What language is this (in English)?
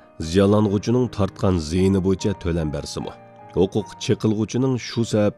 Uyghur